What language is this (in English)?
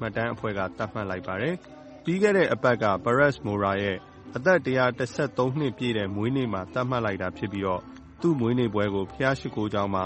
Burmese